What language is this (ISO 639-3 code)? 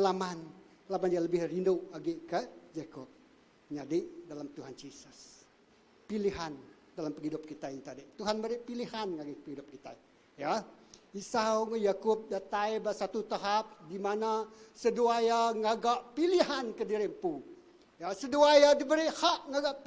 iba